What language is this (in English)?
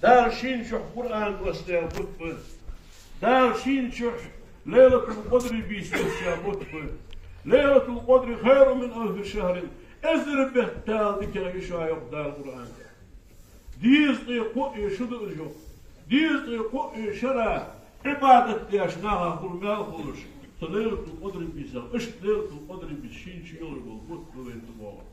Ingush